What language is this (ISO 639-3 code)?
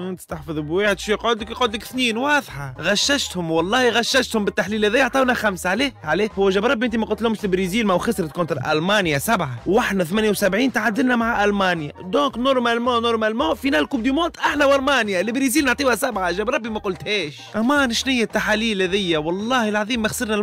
aeb